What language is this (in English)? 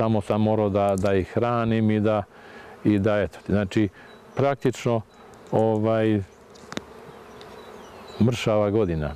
Serbian